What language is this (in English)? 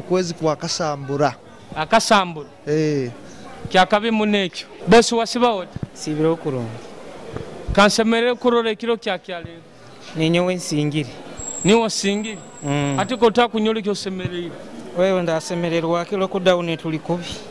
Nyoro